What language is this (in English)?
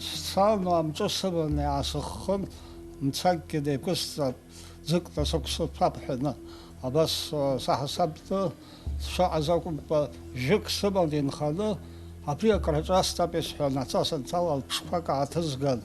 Abkhazian